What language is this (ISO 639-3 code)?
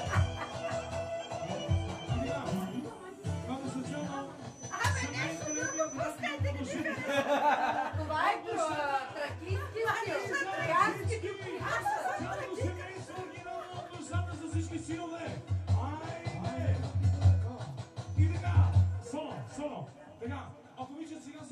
bul